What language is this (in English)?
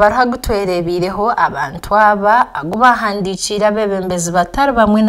Nyankole